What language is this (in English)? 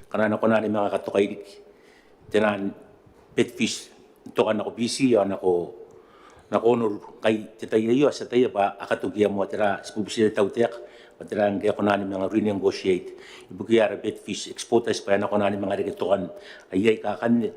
Gilbertese